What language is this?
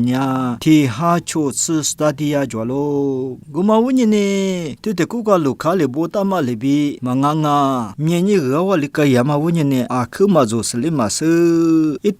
Lisu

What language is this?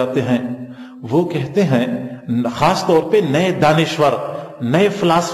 Urdu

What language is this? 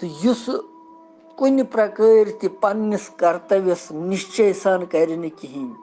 Kashmiri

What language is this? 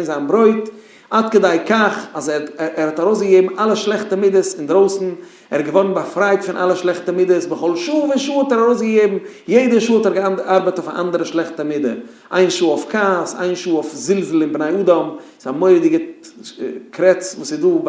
Yiddish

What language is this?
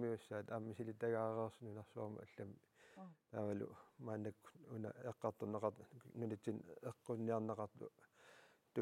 Kalaallisut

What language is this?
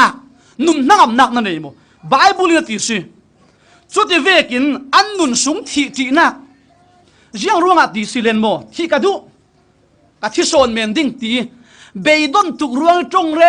Falam Chin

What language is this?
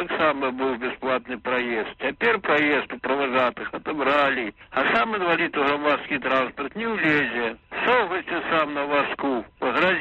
Belarusian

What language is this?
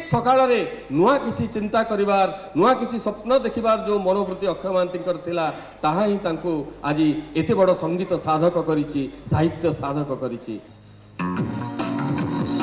Odia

